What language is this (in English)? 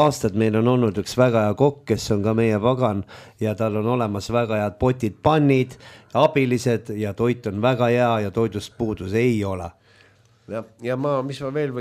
Estonian